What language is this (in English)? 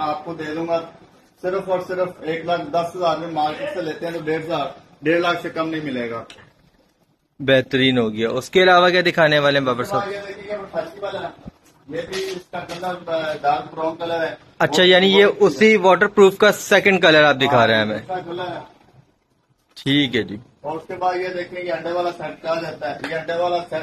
Urdu